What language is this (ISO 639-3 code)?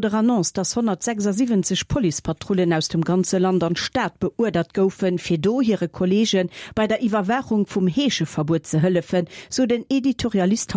ltz